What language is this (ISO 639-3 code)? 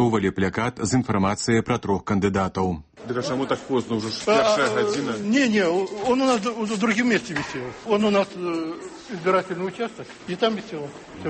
bel